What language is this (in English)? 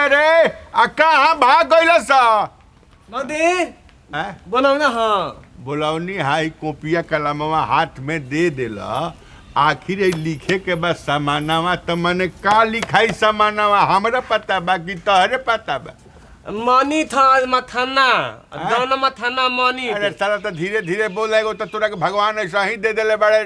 Bhojpuri